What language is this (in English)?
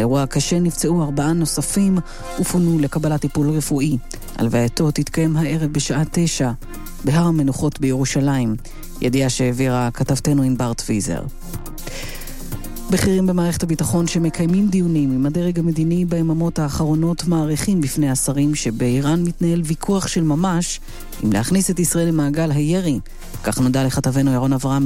Hebrew